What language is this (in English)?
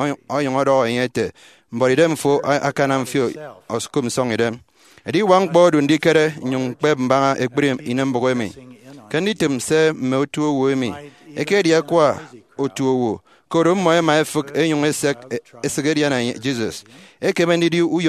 Efik